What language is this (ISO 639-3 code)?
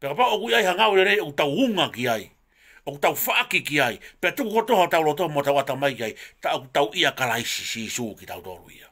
ton